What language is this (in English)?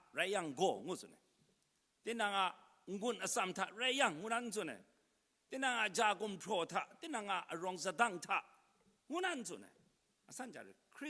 Kachin